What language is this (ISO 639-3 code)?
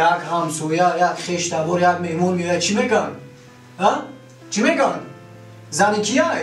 tgk